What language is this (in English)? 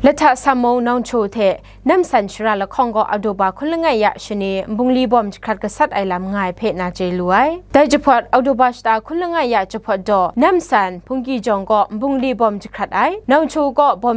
Kachin